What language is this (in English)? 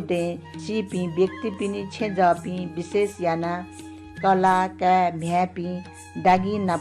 Newari